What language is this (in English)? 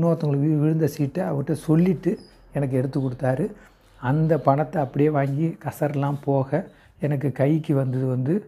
Tamil